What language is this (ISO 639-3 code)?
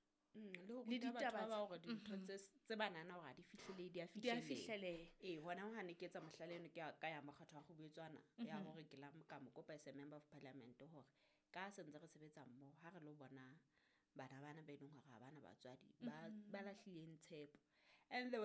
sot